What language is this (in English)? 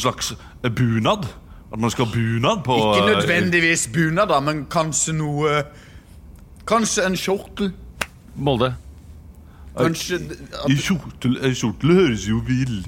Norwegian